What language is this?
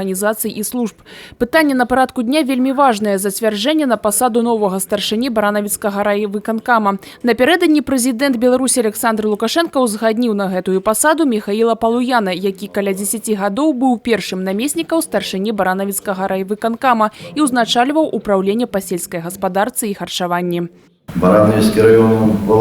Belarusian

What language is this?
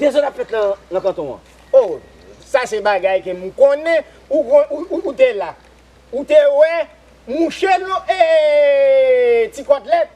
Haitian Creole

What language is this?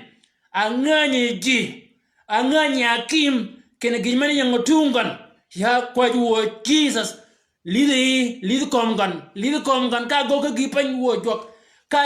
Shilluk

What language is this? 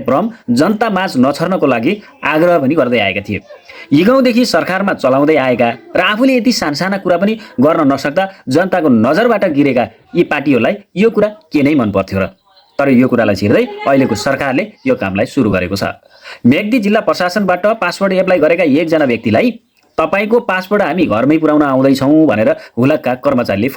Nepali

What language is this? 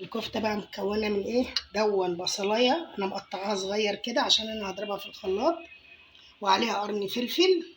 Egyptian Arabic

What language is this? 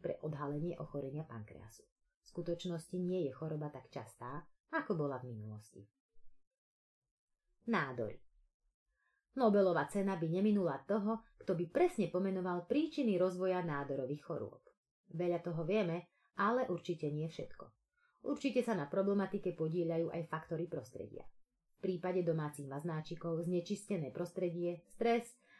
Slovak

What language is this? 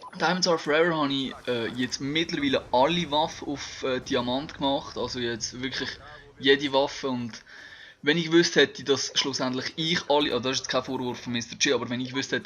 Swiss German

